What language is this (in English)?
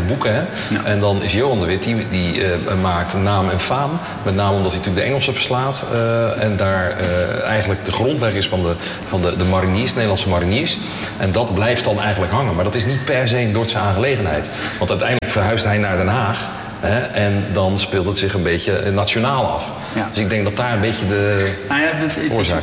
Dutch